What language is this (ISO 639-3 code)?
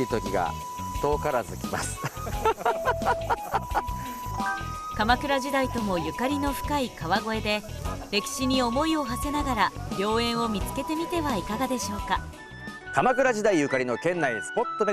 jpn